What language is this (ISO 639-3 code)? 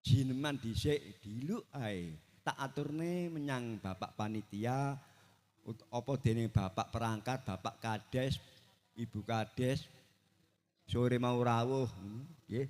jav